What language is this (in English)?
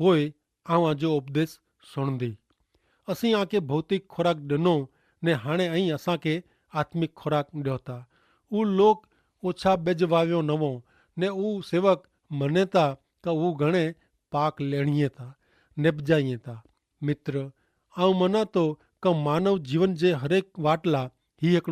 Kachhi